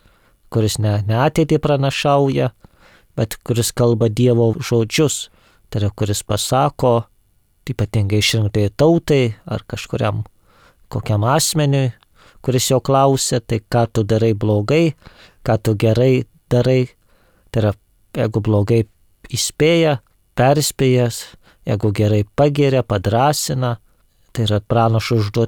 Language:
Lithuanian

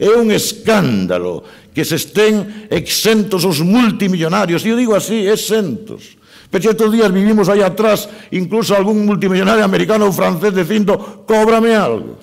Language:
Galician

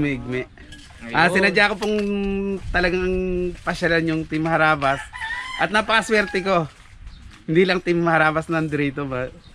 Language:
Filipino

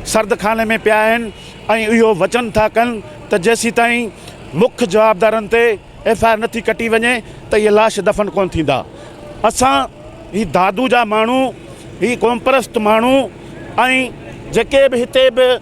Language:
Sindhi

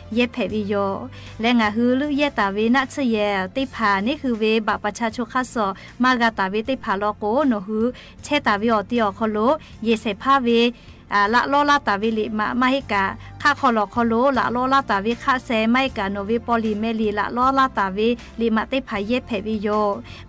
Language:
Lahu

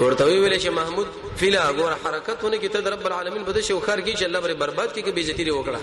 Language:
Pashto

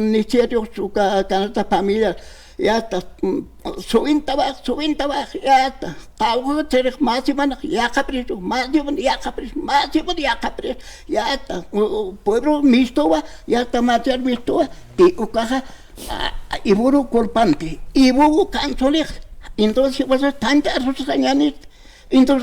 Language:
Aymara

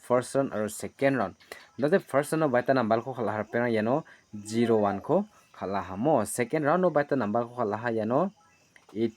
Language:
Garo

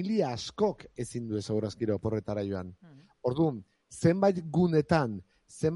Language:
Basque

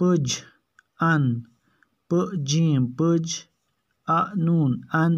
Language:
Kashmiri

